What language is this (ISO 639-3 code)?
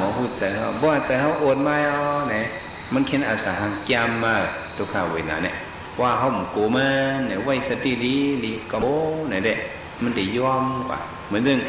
shn